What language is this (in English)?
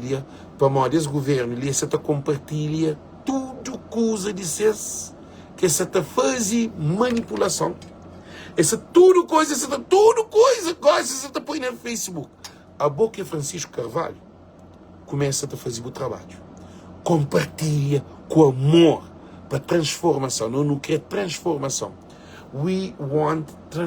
Kabuverdianu